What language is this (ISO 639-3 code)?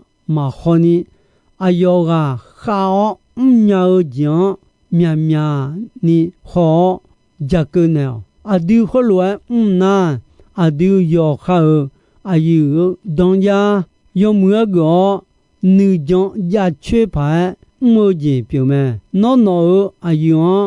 ahk